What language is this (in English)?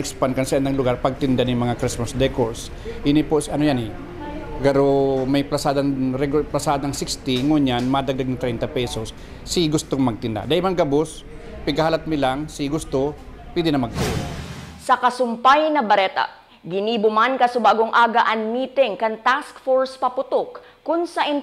Bikol